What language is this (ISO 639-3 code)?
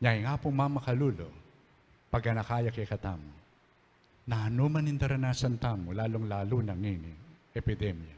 pam